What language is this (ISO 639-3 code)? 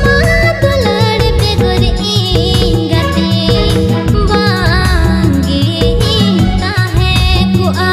sat